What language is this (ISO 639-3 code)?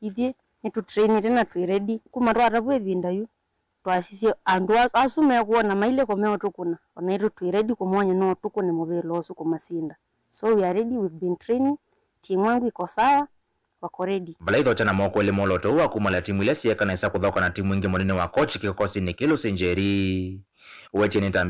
kam